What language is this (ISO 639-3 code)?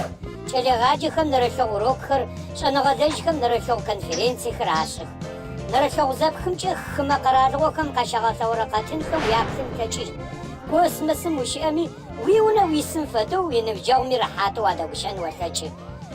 ady